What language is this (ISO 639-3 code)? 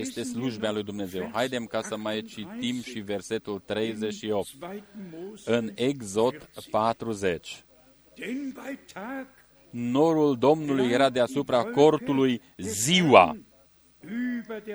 ron